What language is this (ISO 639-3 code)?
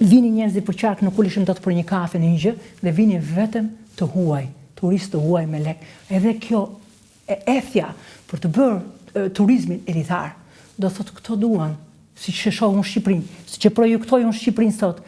sqi